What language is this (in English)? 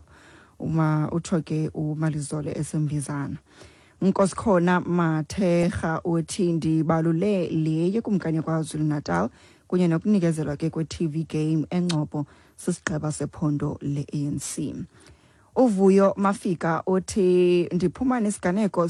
Xhosa